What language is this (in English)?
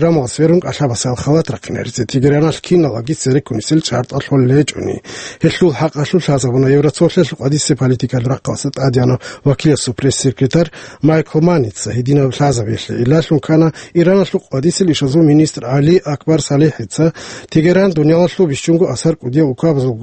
Avaric